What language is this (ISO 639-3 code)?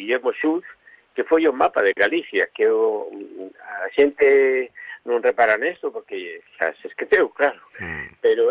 glg